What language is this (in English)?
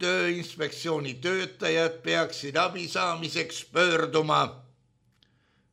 Estonian